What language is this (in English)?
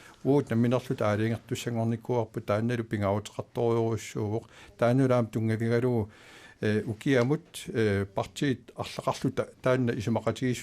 Kalaallisut